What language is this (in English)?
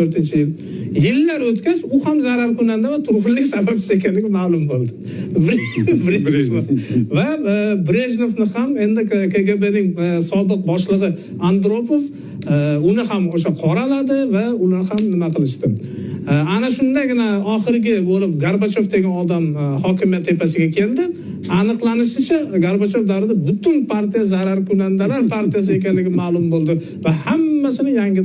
Uzbek